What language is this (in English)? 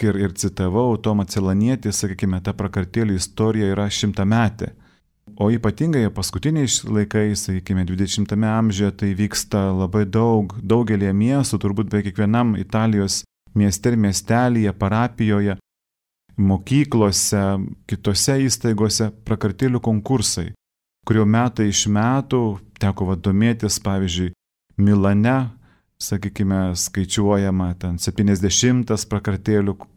Lithuanian